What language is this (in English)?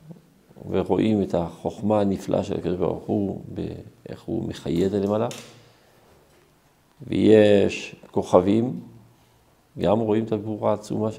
Hebrew